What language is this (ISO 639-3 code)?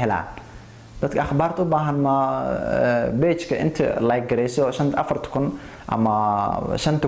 som